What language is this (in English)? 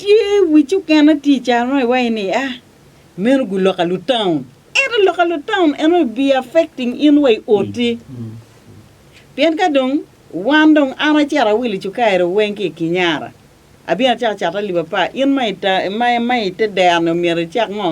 Acoli